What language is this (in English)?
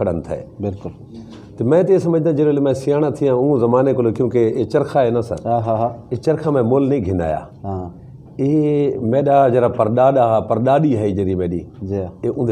Saraiki